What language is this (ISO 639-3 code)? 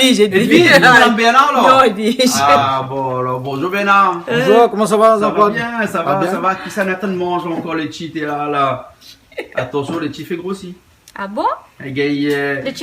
rcf